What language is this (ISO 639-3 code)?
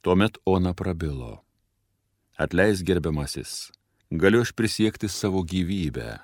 lit